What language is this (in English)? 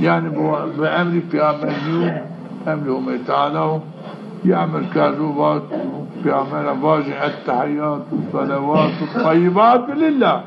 Zaza